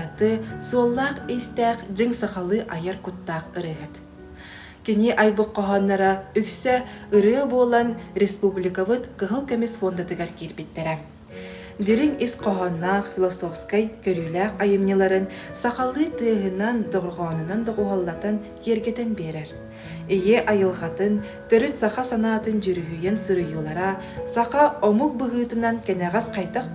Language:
Yakut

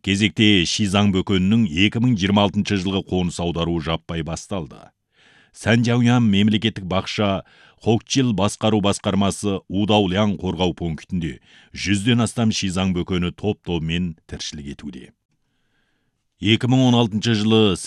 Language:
Kazakh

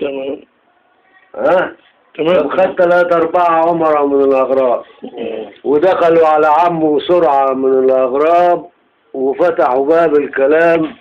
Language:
Egyptian Arabic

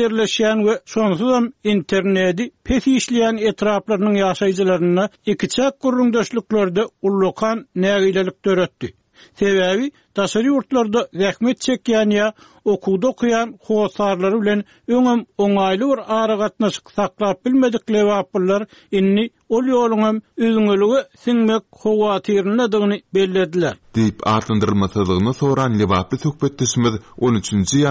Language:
Turkmen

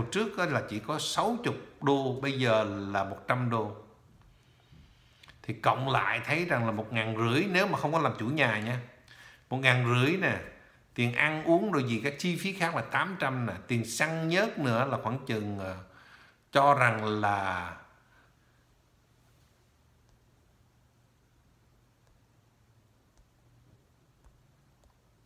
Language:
Vietnamese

